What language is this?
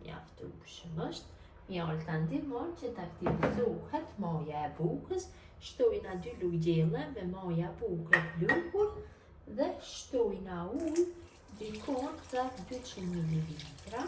Albanian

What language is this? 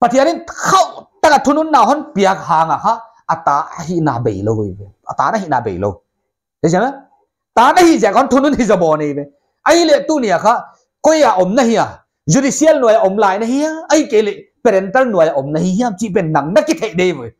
Paite Chin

